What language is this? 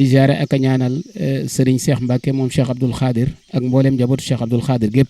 Wolof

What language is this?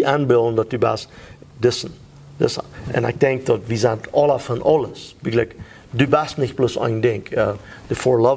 Plautdietsch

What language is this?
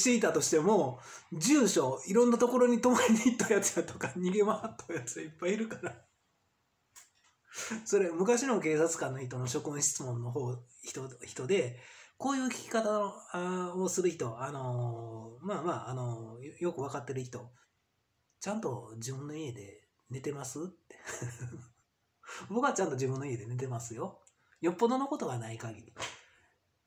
Japanese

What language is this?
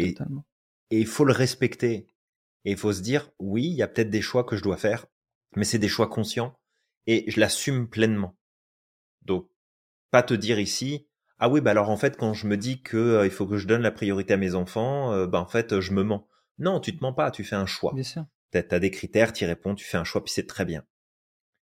French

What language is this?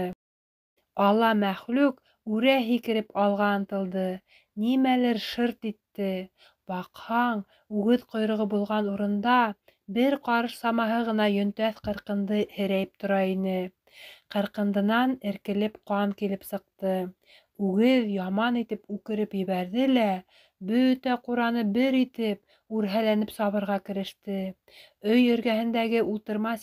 Bashkir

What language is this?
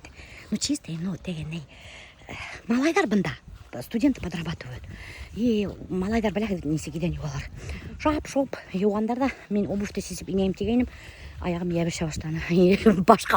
Bashkir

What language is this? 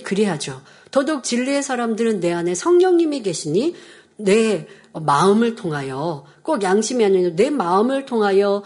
Korean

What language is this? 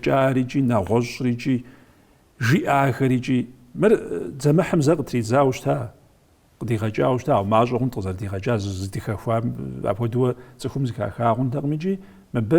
Kabardian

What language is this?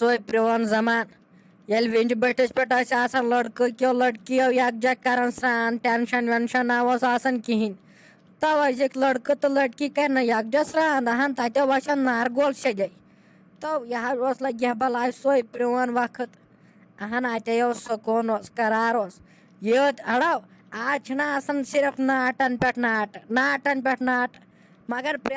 Kashmiri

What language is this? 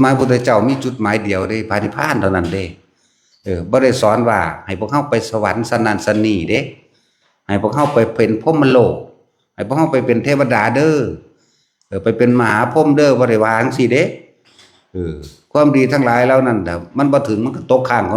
Northeastern Thai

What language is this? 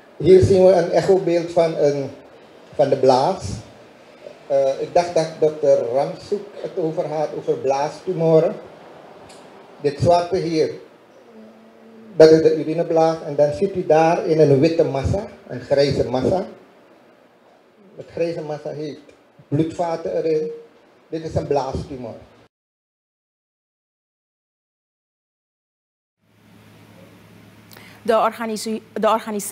Dutch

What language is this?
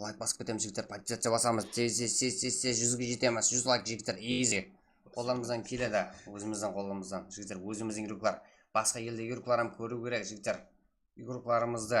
Kara-Kalpak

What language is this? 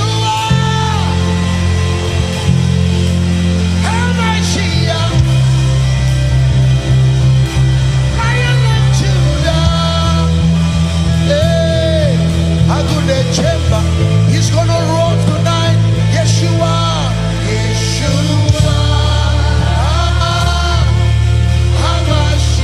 English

